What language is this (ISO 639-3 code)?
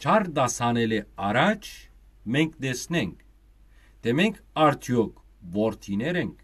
hyw